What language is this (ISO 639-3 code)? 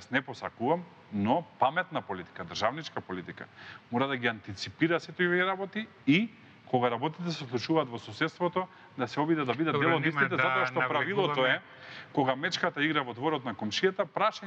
mkd